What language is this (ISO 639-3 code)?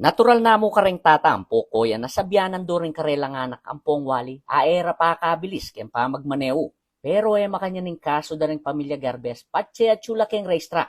pam